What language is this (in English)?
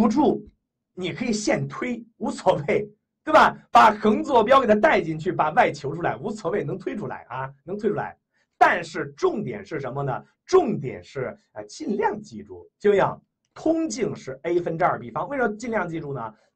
Chinese